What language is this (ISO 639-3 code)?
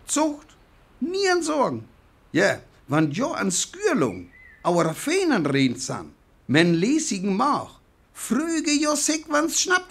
frr